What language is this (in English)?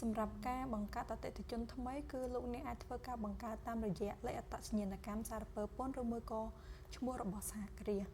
Khmer